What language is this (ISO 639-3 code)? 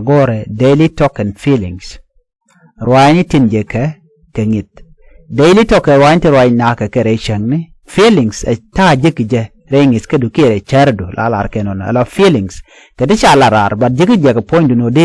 nus